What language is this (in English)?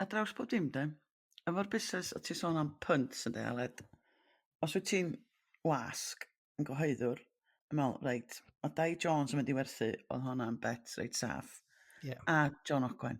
Welsh